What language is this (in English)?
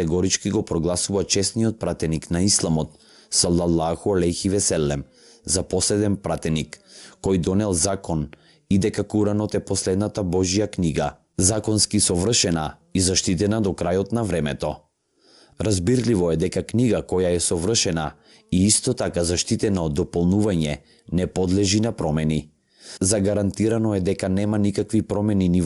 Macedonian